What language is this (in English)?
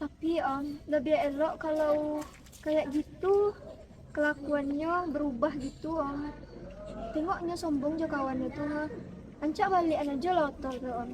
Minangkabau